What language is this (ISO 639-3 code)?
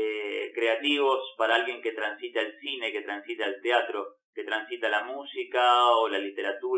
spa